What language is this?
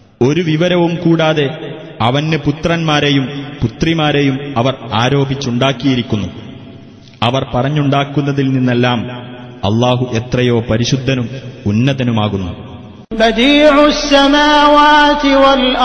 Malayalam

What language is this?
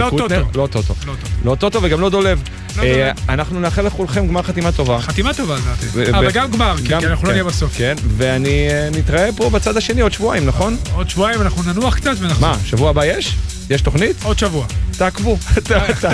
Hebrew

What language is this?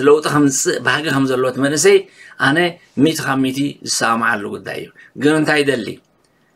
Tigrinya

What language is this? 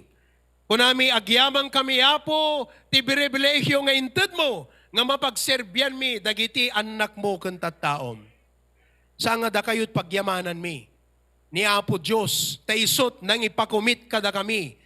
Iloko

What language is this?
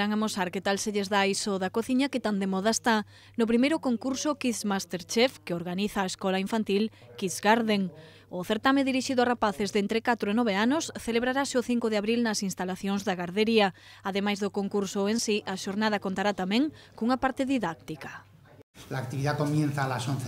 Galician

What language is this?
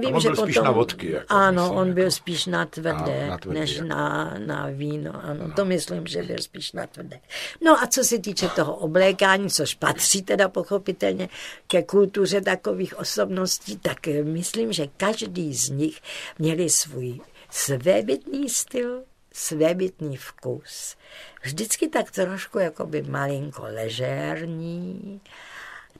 Czech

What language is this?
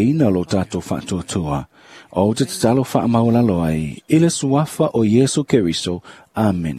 Samoan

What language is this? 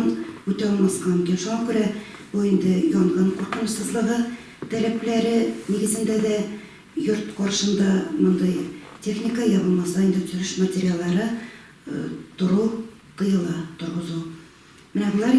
Tatar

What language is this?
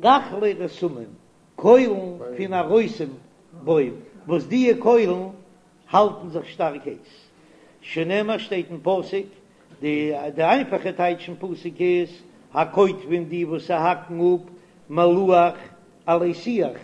Yiddish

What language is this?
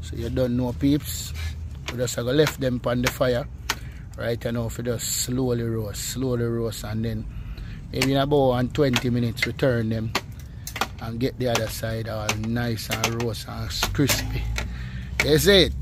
Jamaican Creole English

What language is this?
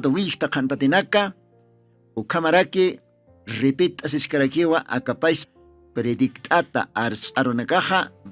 Aymara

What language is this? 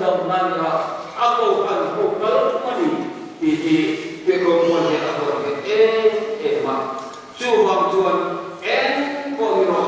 Mizo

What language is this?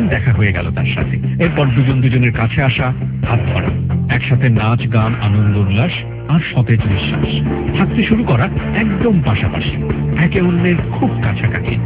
Bangla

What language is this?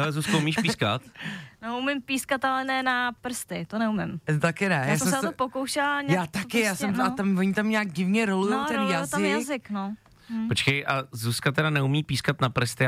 Czech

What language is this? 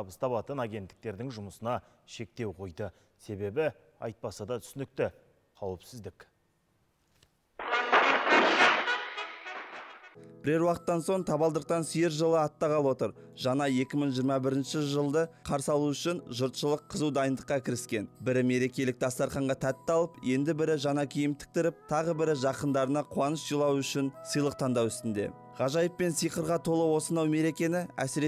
Kazakh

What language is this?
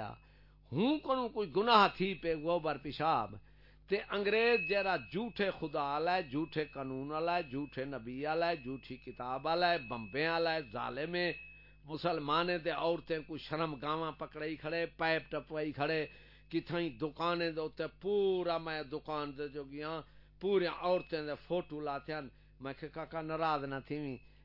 Saraiki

